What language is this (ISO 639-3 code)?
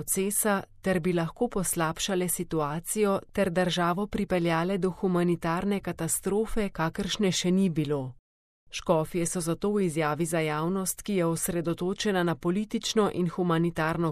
slv